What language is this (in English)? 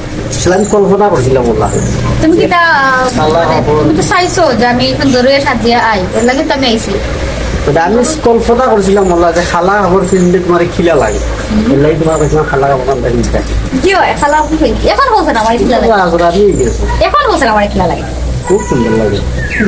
Sylheti